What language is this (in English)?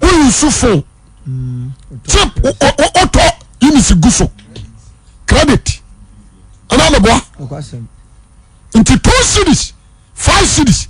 Akan